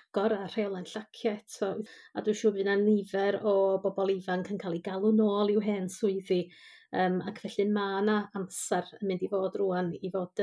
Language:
Welsh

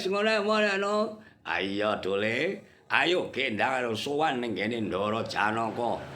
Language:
Javanese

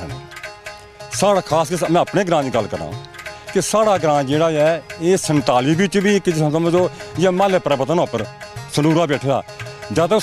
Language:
Dogri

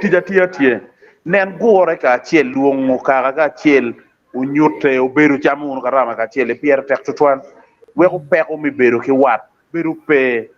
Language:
Acoli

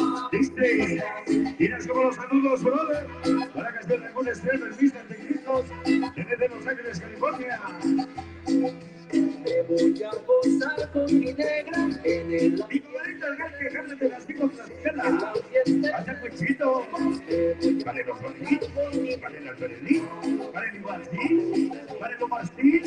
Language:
Spanish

